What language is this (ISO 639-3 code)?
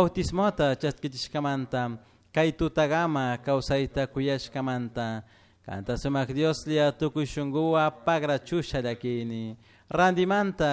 qug